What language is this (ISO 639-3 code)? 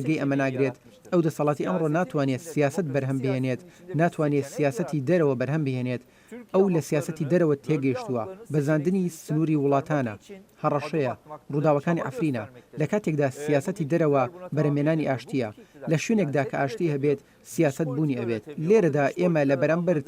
ckb